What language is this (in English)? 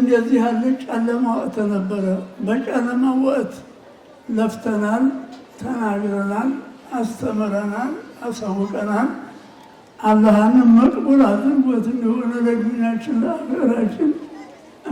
Amharic